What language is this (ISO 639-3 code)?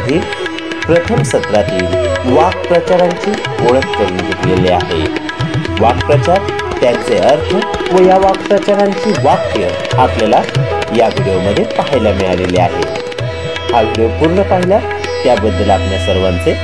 mar